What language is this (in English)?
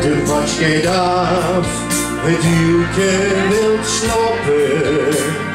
Limburgish